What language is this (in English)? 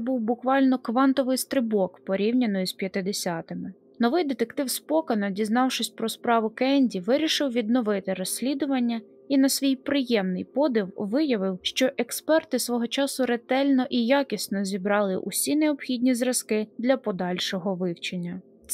Ukrainian